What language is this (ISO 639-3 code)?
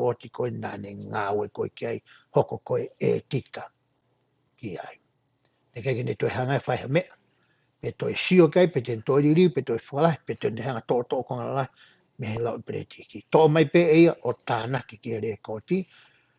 ton